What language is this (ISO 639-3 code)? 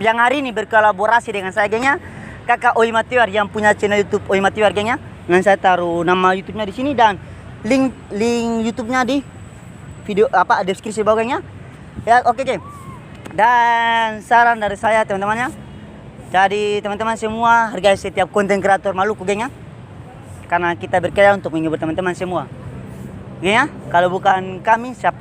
abs